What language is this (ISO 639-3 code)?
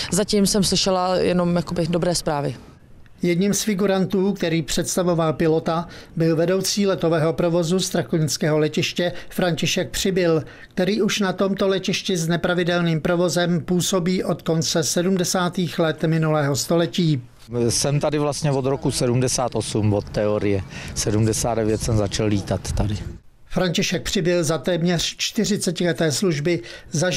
ces